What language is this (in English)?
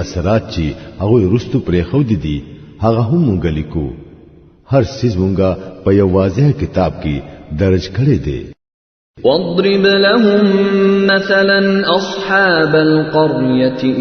Pashto